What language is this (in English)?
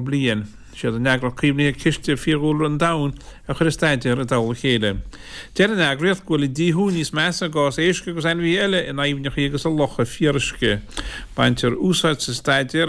Irish